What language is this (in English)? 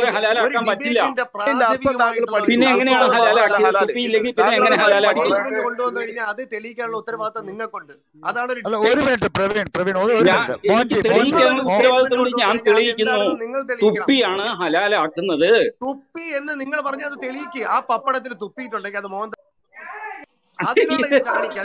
Malayalam